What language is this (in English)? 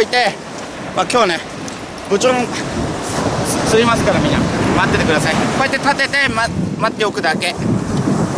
Japanese